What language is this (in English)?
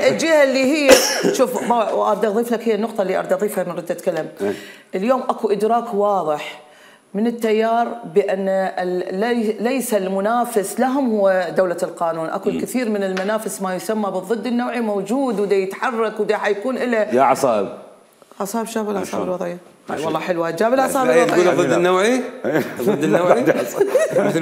Mesopotamian Arabic